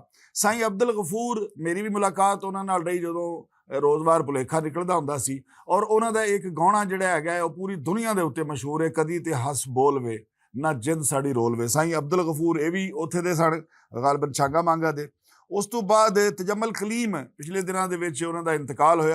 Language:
Western Panjabi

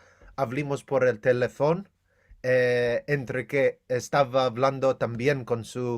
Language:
Ladino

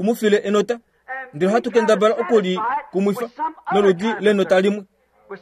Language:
Kuanyama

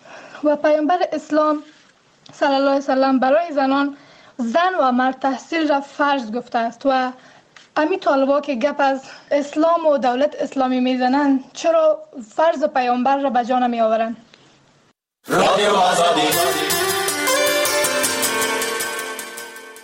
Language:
Persian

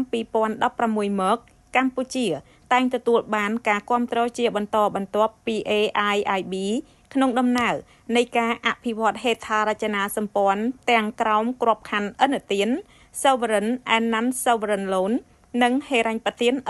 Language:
Khmer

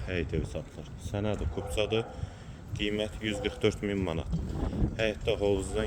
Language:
Azerbaijani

